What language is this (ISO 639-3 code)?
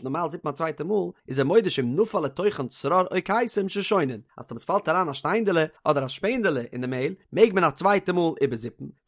yid